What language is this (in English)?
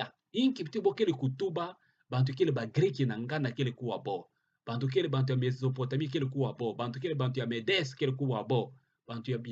Kituba (Democratic Republic of Congo)